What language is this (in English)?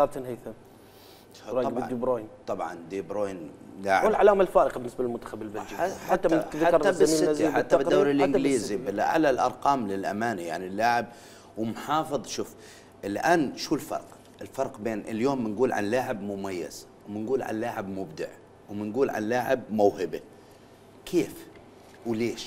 Mesopotamian Arabic